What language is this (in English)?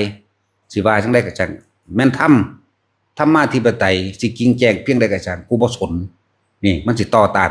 Northeastern Thai